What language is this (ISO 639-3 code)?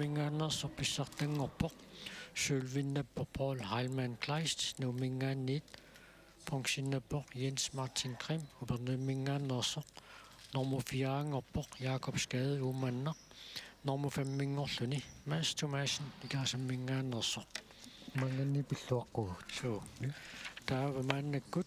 kal